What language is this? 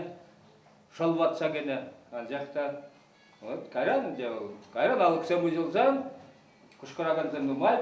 Chuvash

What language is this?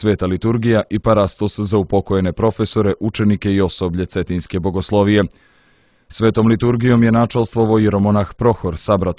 Serbian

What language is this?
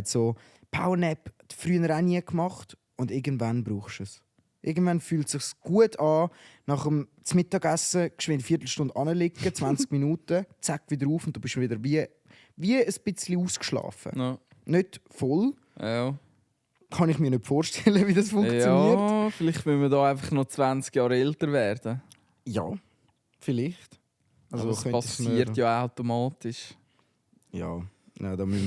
Swiss German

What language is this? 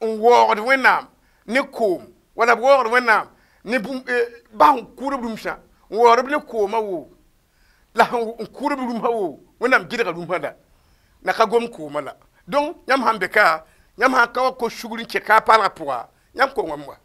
Mossi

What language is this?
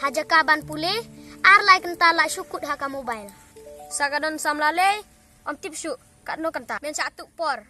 Khasi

